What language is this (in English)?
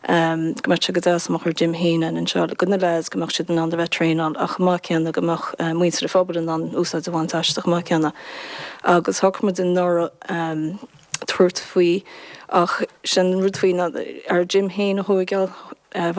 Irish